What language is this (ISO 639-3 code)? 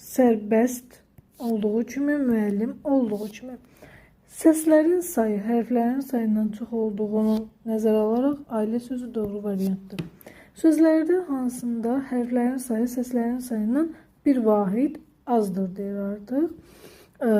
aze